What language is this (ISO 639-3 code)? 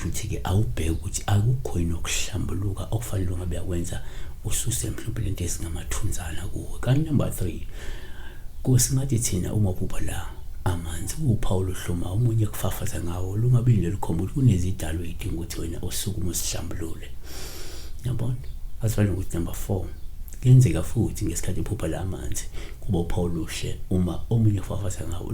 zul